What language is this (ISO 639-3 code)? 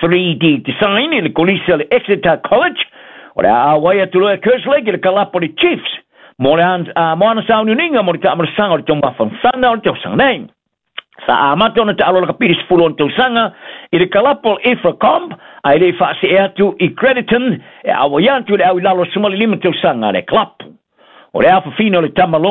smo